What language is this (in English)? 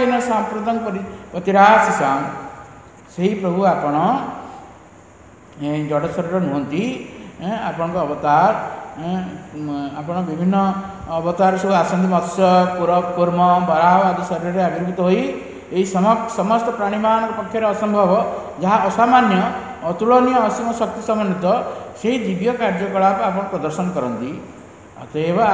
Odia